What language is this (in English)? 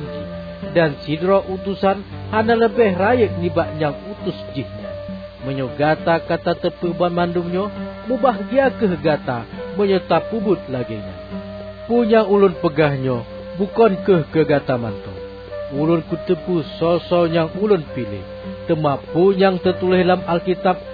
Achinese